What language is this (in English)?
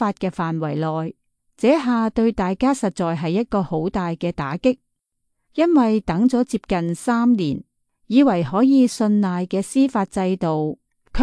Cantonese